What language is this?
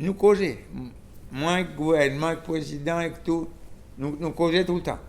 Seselwa Creole French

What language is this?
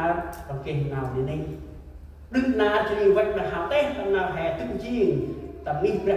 Central Mnong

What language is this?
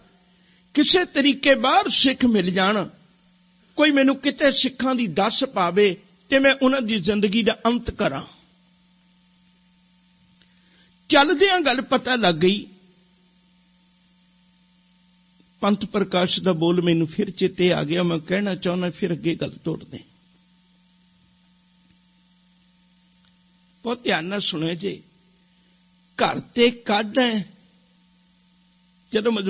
Punjabi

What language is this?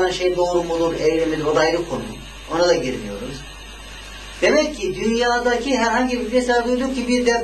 Turkish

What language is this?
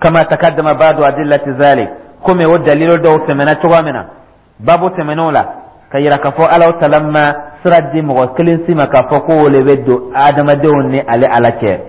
Dyula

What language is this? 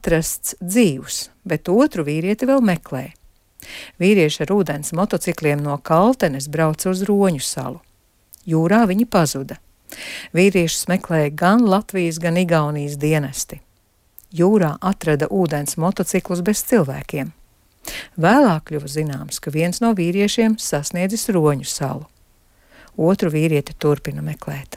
Latvian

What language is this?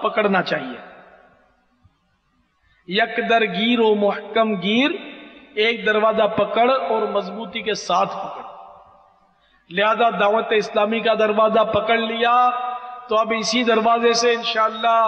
Urdu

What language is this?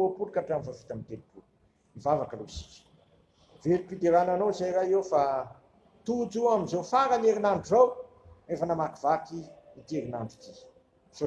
Malagasy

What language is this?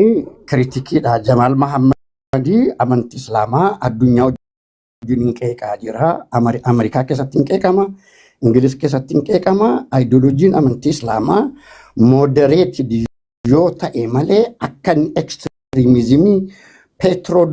Oromo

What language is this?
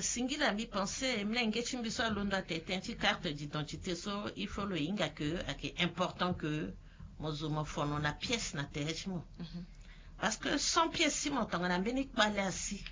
Sango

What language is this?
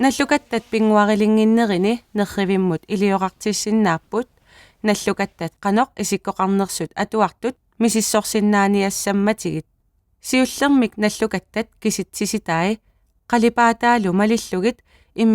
Kalaallisut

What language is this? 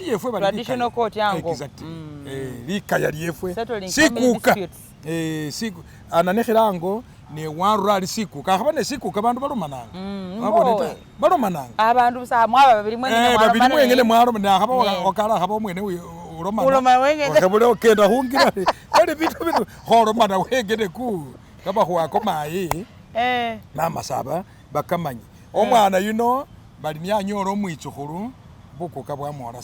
Masaaba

